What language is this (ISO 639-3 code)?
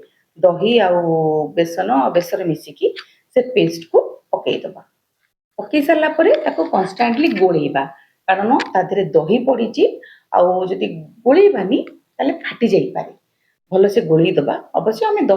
ori